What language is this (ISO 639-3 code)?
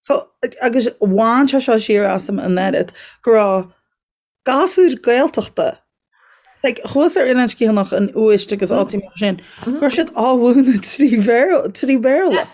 gle